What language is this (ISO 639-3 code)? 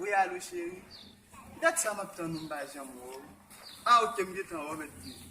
hat